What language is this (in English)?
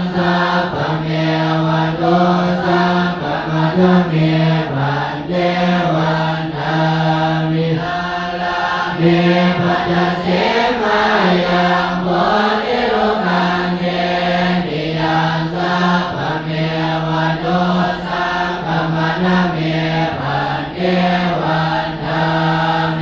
Pali